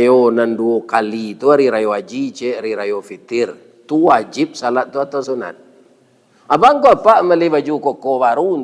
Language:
Minangkabau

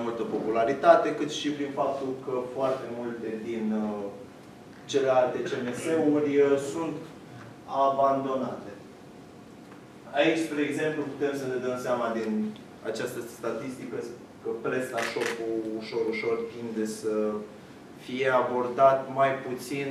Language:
Romanian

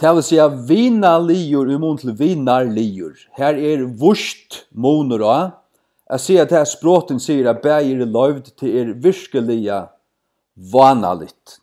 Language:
Faroese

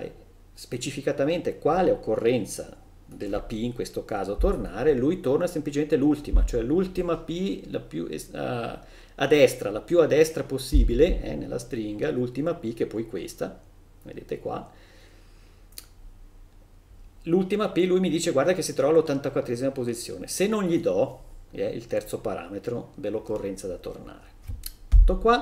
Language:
Italian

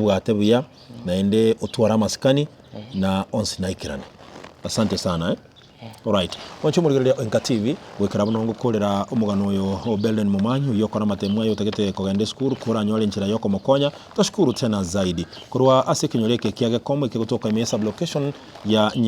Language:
Gusii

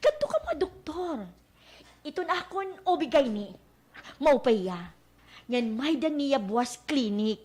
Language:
Waray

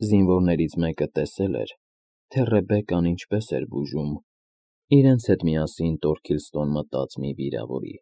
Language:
Armenian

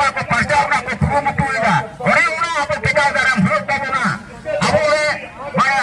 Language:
Santali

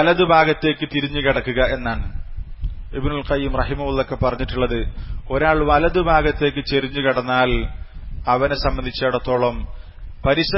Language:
Malayalam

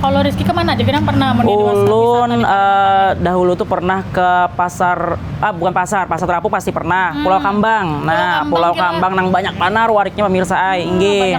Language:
Banjar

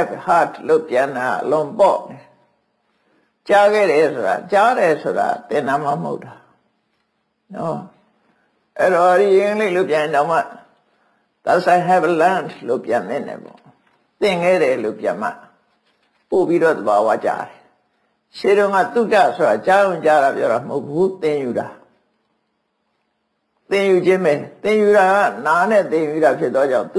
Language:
Burmese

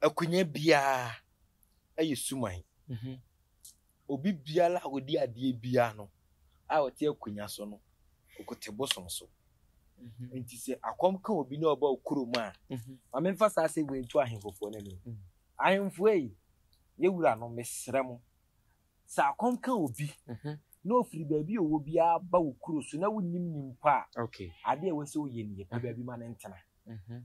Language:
Akan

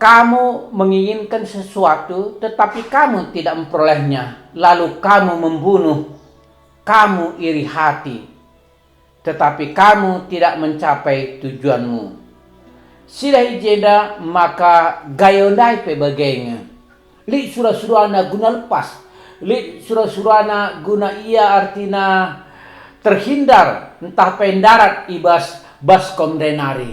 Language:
Batak Karo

